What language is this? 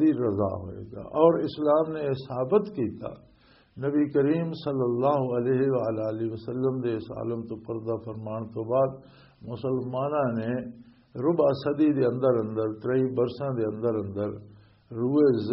Western Panjabi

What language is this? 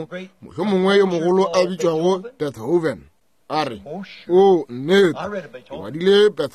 Northern Sotho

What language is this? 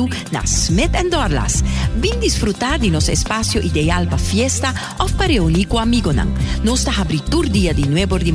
Papiamento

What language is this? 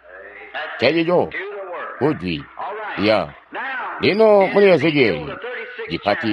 Tonga (Zambia)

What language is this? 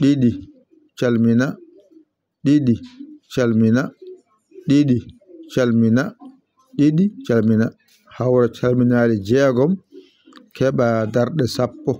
Fula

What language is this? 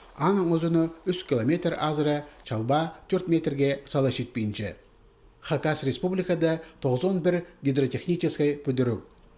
Khakas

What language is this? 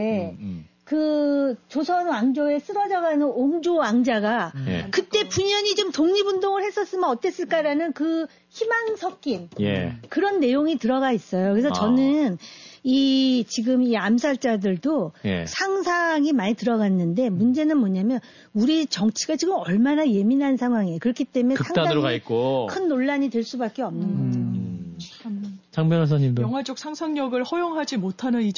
Korean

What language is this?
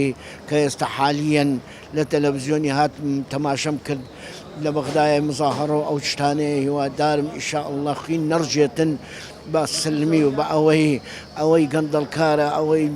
Central Kurdish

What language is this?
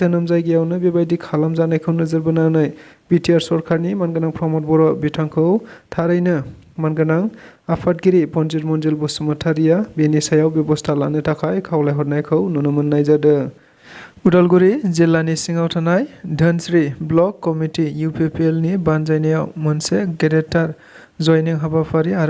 Bodo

